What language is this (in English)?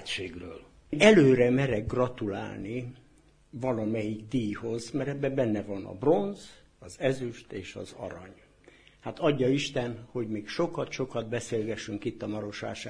Hungarian